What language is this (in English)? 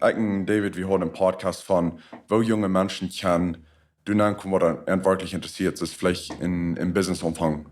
Plautdietsch